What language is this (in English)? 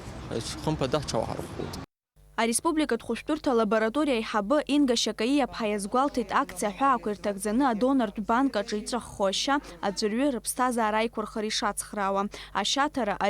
Abkhazian